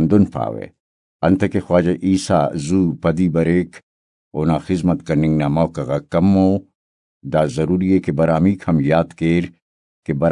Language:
Brahui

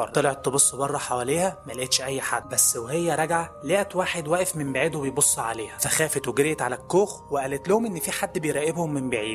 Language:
Egyptian Arabic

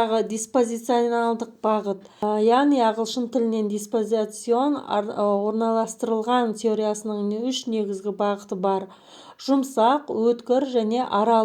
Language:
Kazakh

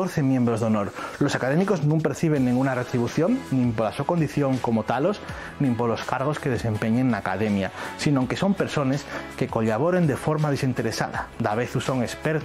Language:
Asturian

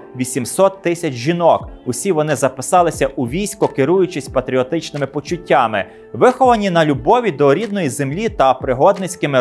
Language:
Ukrainian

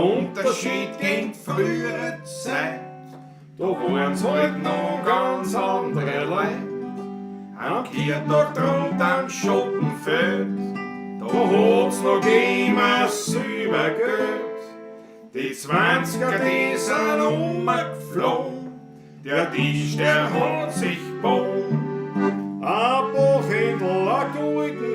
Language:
Bavarian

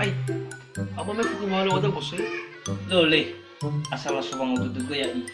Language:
Nias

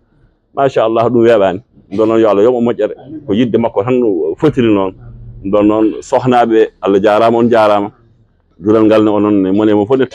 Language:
Fula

